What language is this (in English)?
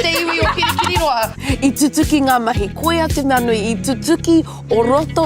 Māori